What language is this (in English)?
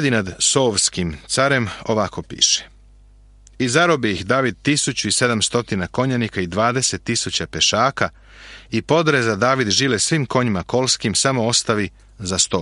Serbian